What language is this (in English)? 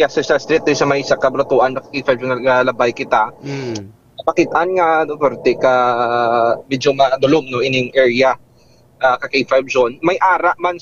Hiligaynon